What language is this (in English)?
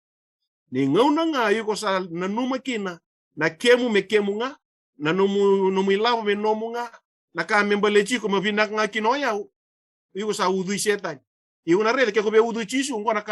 Fijian